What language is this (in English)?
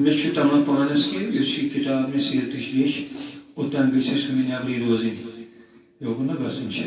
Kashmiri